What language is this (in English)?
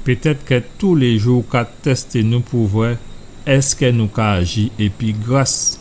Guadeloupean Creole French